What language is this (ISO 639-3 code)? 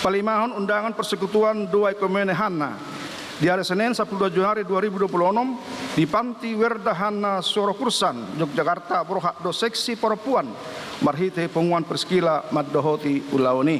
bbc